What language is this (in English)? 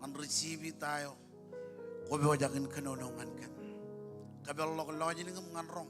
Marshallese